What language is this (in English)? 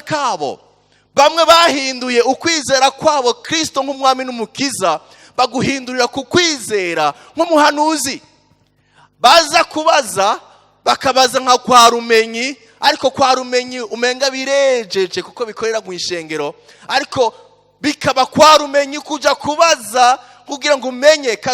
Rundi